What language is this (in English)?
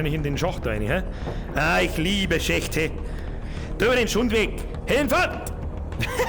Bavarian